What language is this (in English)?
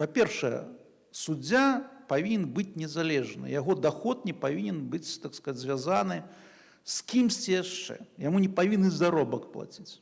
Belarusian